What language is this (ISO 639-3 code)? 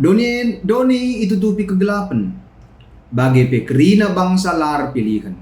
btx